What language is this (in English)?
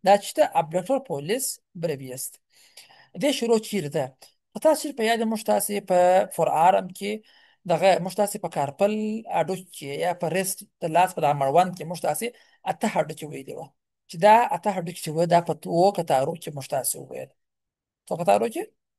Pashto